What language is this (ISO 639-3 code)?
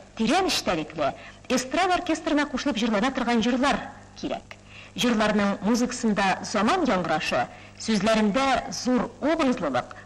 tat